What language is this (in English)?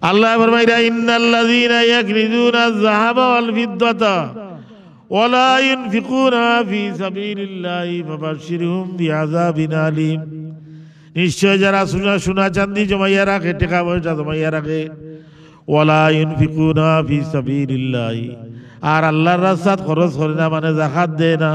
Sylheti